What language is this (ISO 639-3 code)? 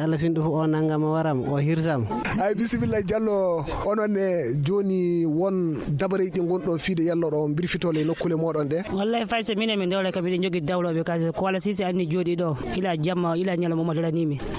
fuv